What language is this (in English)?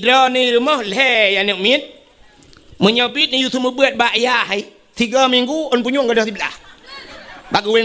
Achinese